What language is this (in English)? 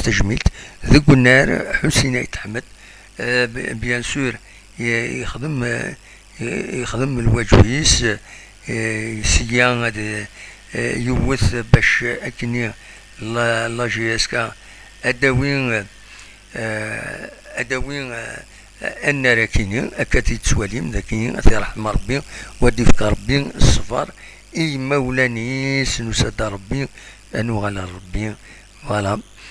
Kabyle